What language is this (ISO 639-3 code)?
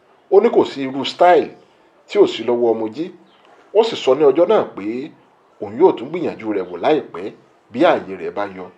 yor